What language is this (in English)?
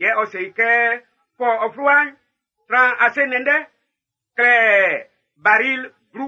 Baoulé